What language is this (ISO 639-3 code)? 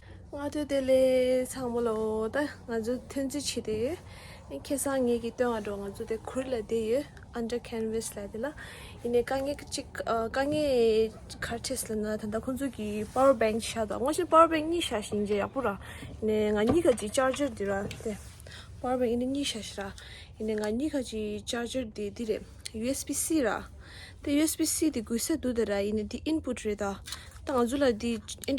bod